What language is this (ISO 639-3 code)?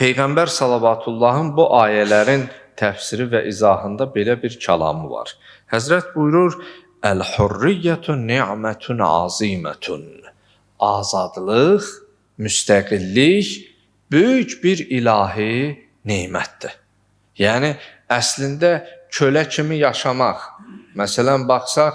aze